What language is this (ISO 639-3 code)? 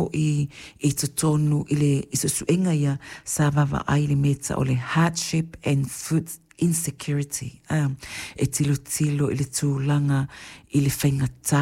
smo